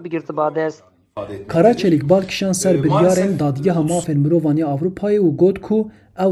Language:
Kurdish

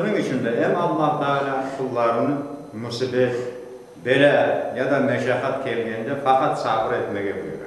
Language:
Crimean Tatar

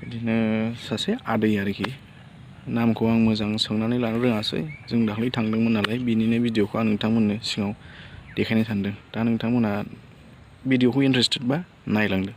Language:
Bodo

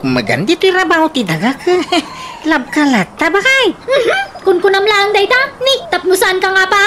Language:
Iloko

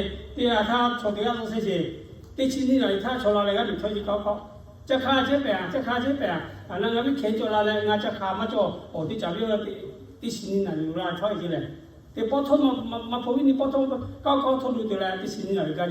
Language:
Lahu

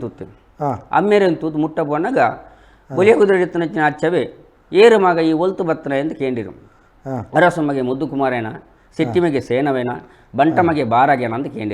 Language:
Tulu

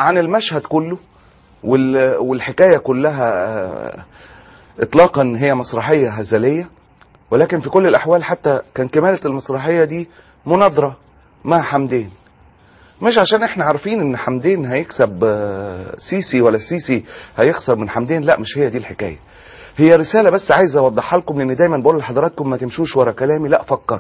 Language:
Egyptian Arabic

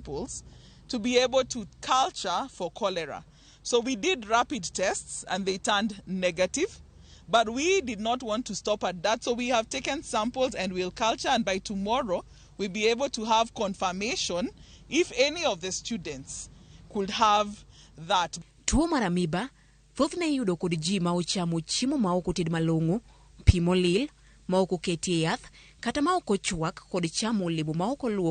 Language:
Luo (Kenya and Tanzania)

